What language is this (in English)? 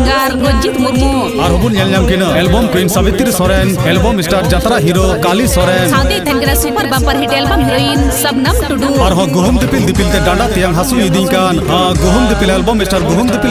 Santali